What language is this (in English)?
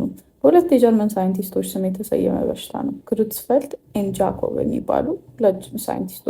Amharic